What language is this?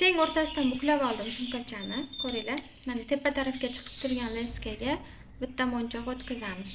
Uzbek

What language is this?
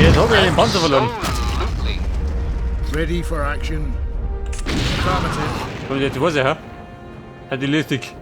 Bavarian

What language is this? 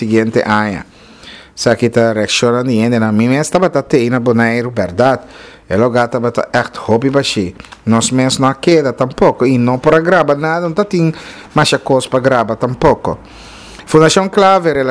Papiamento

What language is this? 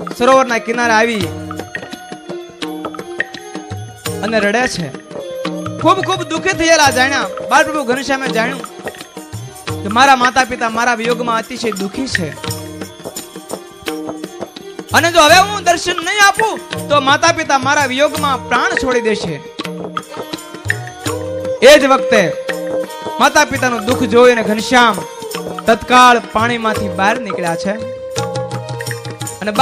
Gujarati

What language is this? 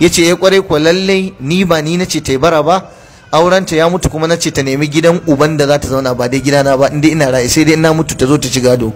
Hausa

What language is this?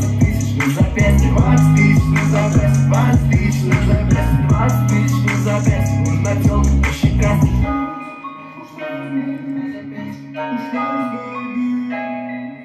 Russian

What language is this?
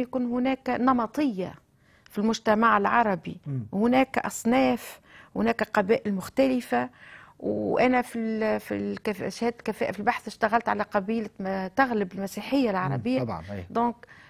Tunisian Arabic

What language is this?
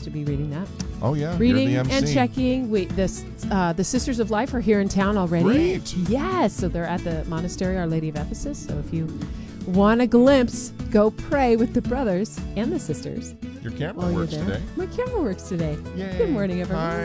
English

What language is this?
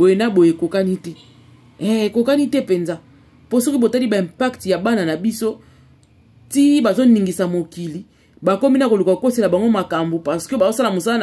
Lingala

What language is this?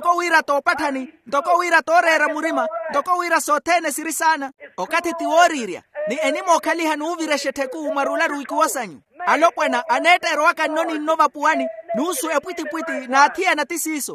Makhuwa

